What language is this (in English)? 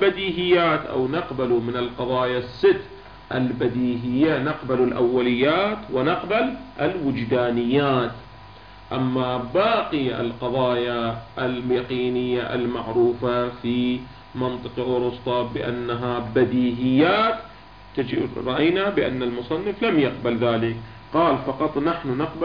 Arabic